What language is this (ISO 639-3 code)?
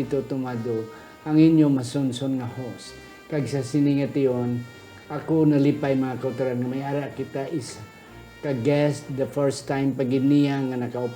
hil